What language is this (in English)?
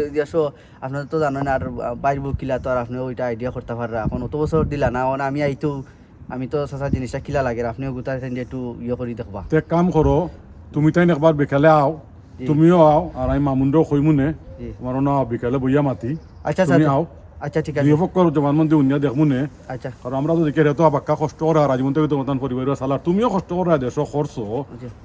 Sylheti